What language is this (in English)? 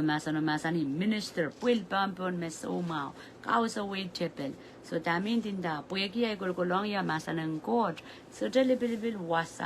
Pohnpeian